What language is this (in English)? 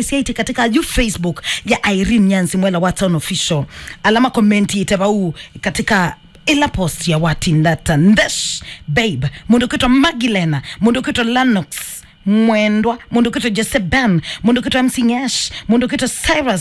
Kamba